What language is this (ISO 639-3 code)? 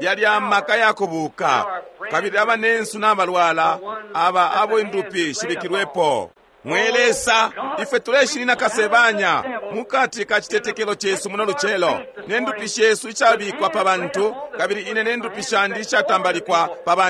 bem